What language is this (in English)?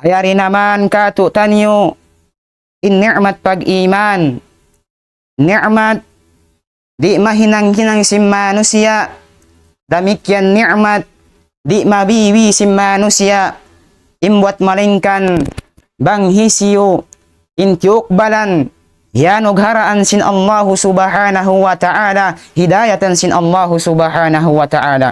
Tausug